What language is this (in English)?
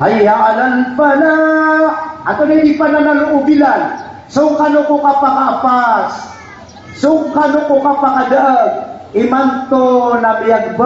Maranao